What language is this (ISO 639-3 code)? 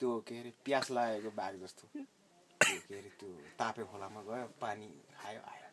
nep